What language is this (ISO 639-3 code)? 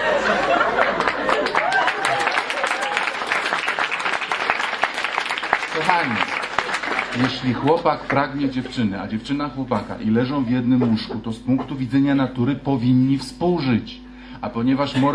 pol